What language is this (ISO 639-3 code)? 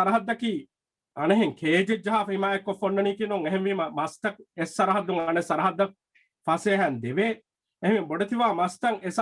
div